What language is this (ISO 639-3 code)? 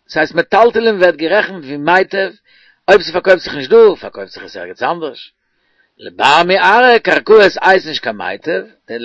yid